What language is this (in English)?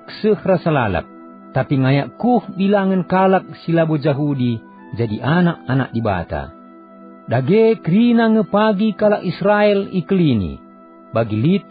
Batak Karo